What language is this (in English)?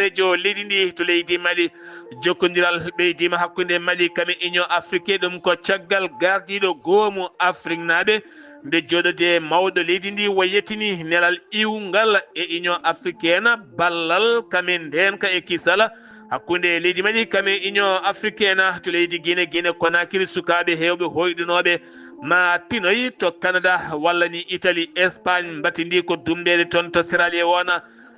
Fula